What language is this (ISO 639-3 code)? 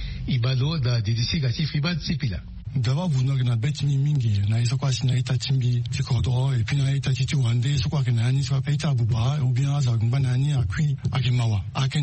sag